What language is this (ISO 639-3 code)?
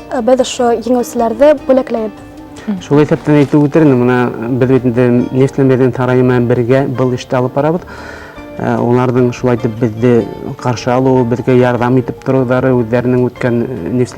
bak